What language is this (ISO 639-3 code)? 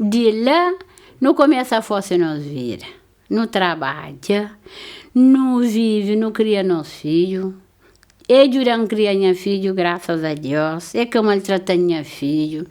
kea